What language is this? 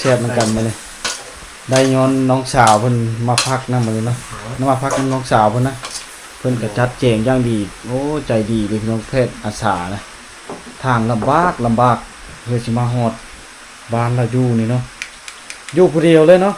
Lao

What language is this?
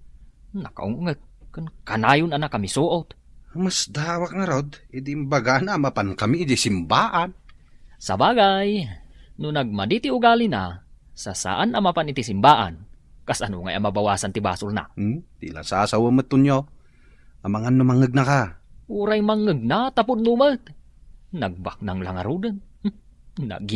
Iloko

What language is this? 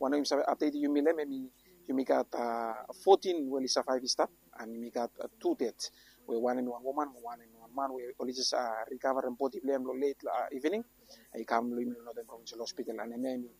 Bislama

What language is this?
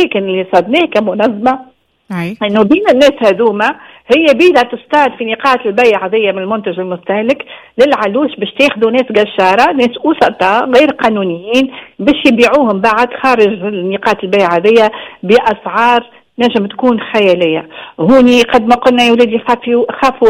Tunisian Arabic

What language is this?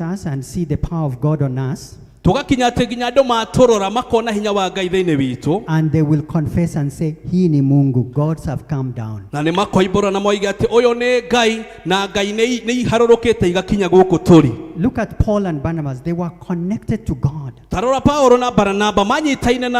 Kikuyu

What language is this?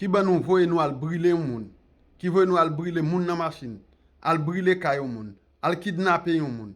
Haitian Creole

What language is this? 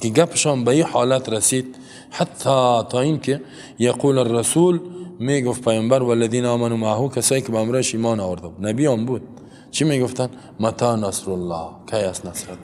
Persian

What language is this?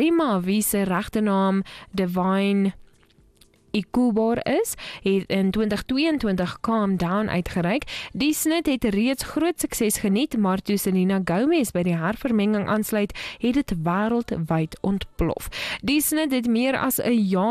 Afrikaans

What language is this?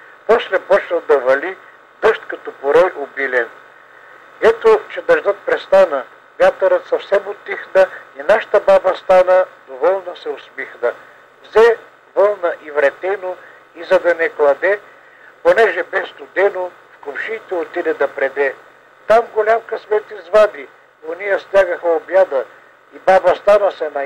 Bulgarian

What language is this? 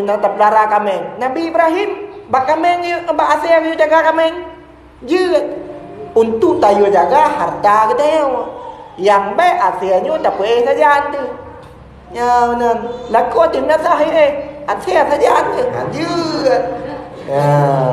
Achinese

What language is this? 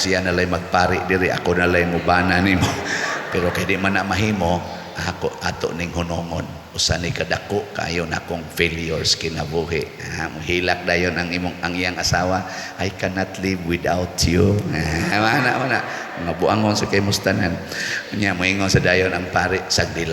Cebuano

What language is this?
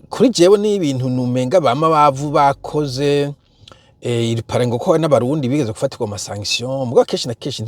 Rundi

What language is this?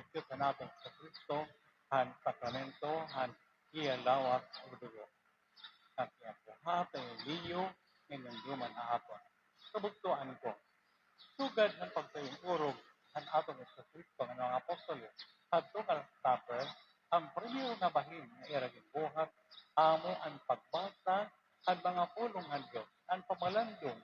Waray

